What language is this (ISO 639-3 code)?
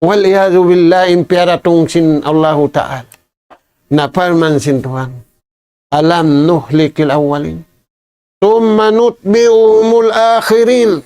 tsg